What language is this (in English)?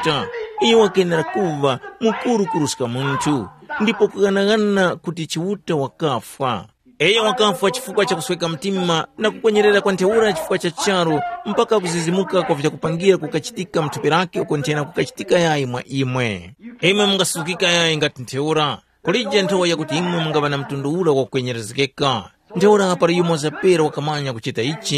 Tumbuka